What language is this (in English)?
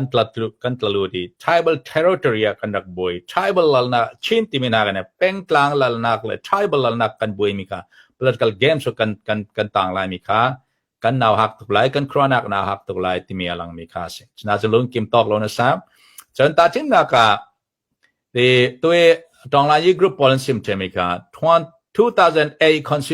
Falam Chin